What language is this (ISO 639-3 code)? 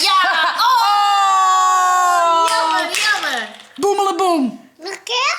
fry